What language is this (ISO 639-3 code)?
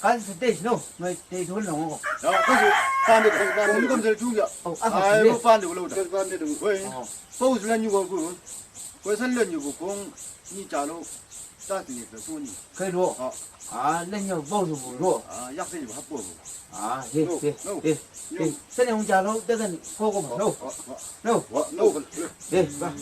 nbc